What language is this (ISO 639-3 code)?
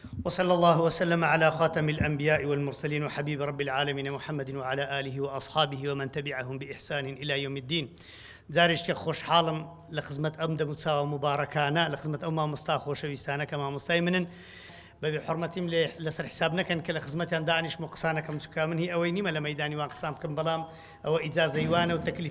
ckb